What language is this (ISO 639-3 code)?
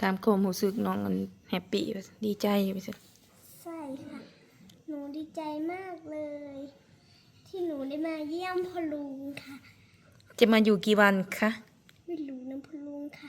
tts